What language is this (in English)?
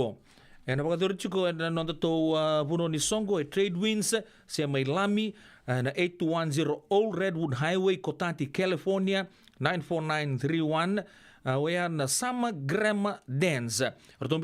Fijian